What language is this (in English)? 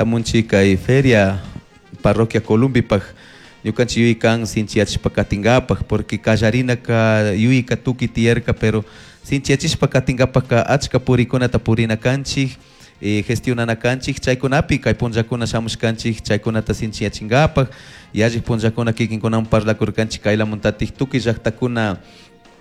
Chimborazo Highland Quichua